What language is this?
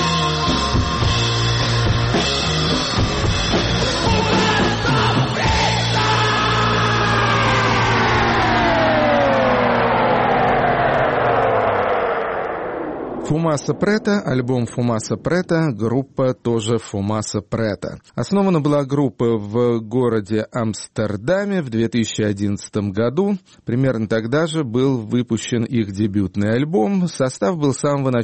Russian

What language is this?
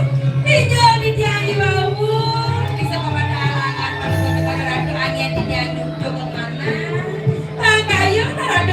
Balinese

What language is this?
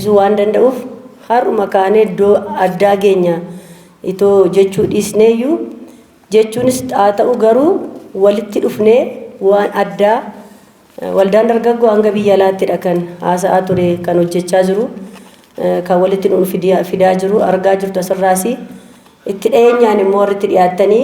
Oromo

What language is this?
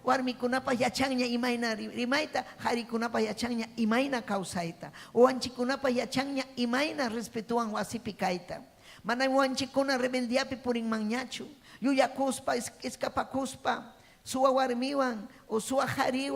Ayacucho Quechua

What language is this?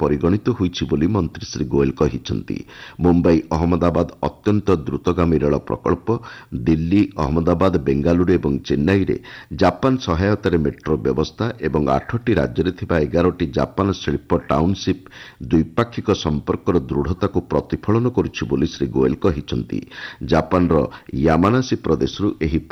Odia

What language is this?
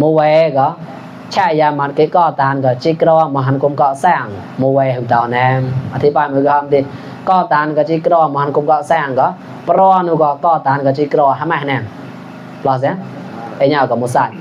Mon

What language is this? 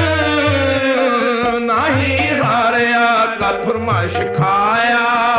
Punjabi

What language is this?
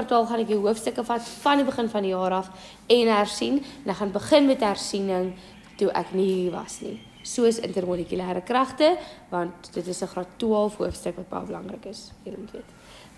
Afrikaans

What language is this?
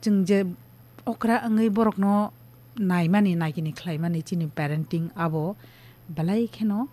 Kok Borok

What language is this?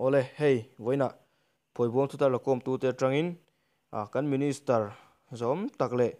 Mizo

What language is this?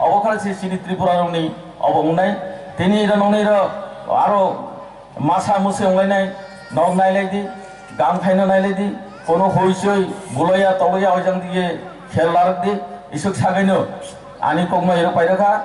Kok Borok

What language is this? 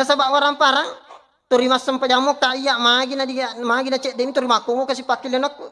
Buginese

